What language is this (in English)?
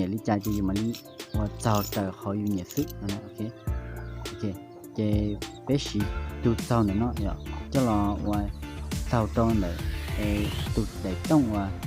Hmong